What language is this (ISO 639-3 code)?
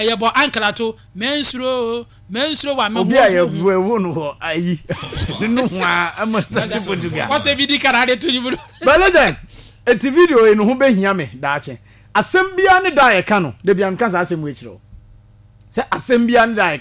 aka